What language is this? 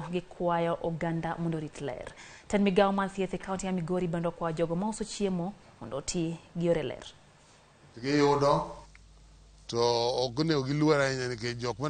Luo (Kenya and Tanzania)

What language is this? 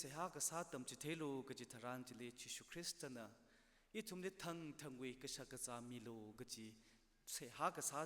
Tangkhul Naga (India)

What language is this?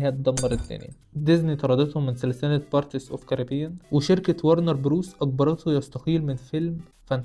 Egyptian Arabic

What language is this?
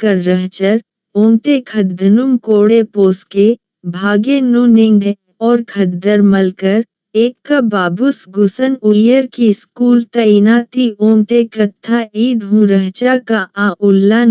Kurukh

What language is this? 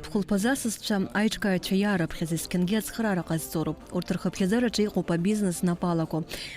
Abkhazian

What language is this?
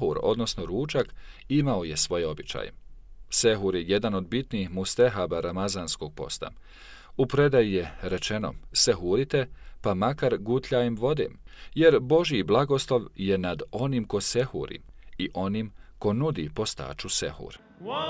Bosnian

